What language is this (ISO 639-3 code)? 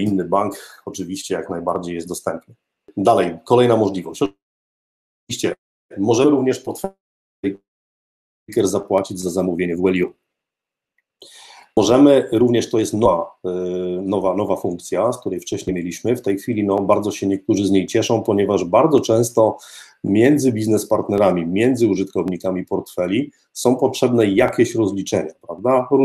pol